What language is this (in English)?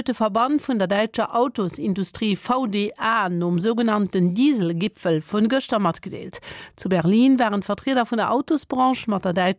Luxembourgish